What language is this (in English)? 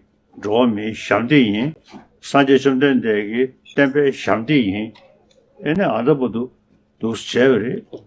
Tibetan